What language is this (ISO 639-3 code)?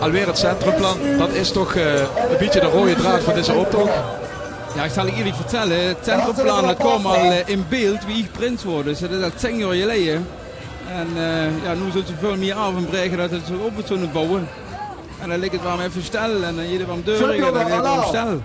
lim